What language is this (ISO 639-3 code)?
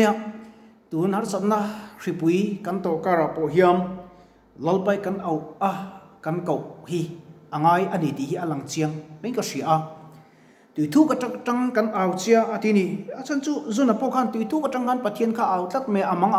lus